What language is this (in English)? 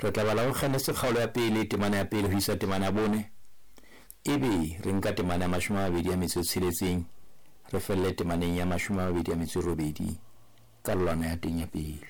Southern Sotho